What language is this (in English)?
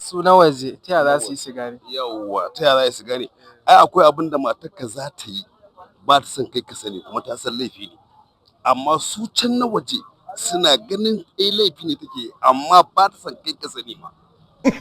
Hausa